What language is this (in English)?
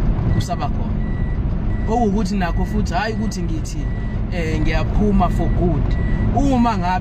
Zulu